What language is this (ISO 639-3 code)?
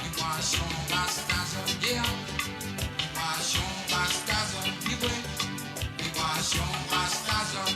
mfe